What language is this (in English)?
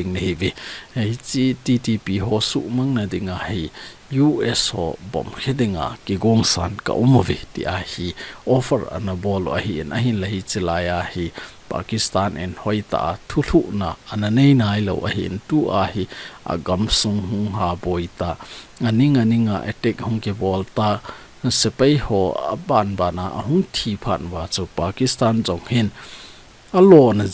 Thado Chin